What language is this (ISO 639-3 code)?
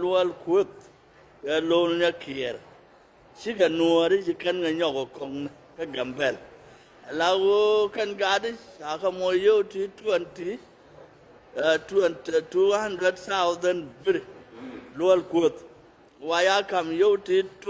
nus